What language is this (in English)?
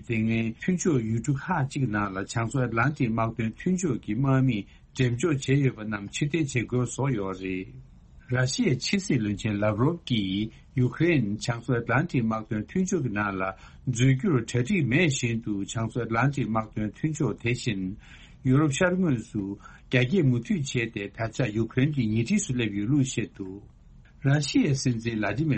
Tibetan